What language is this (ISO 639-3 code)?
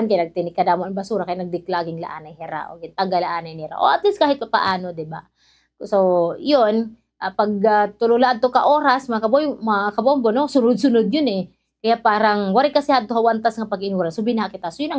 war